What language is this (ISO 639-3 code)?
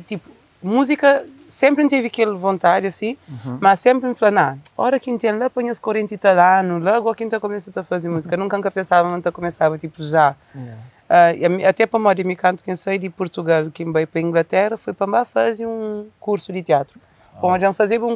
kea